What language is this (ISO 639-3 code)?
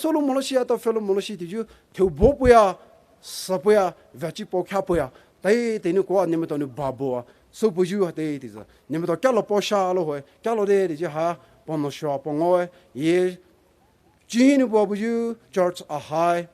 pmx